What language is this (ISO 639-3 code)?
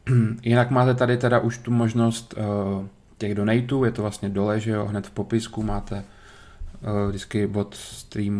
ces